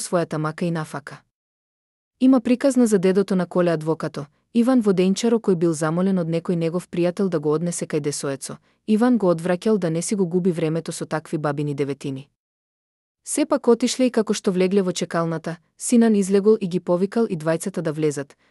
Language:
Macedonian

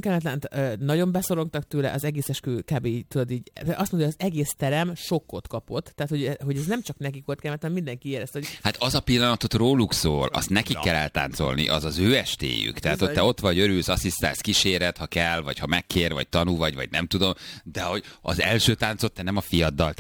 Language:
Hungarian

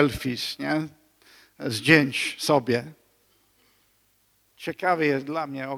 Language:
Polish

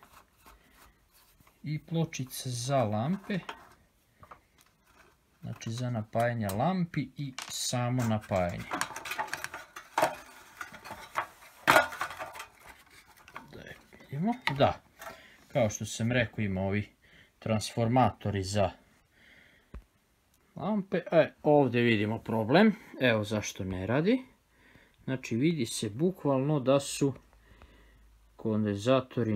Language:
Serbian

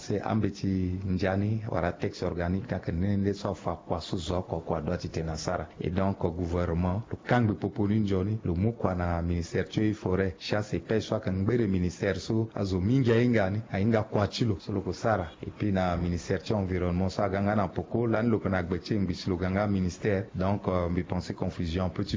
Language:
Sango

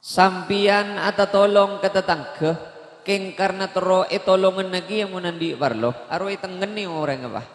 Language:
Madurese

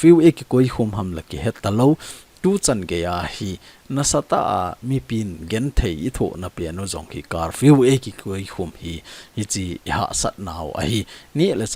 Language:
Thado Chin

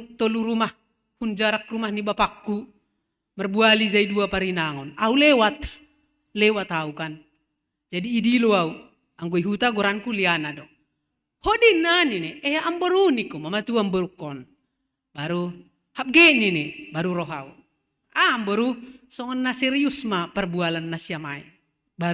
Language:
Batak Simalungun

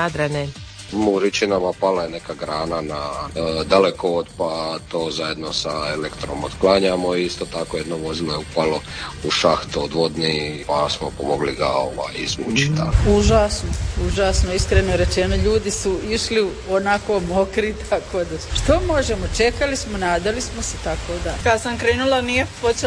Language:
Croatian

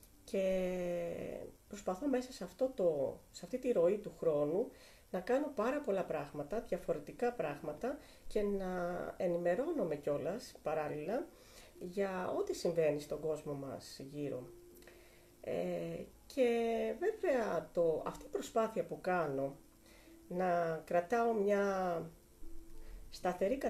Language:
Greek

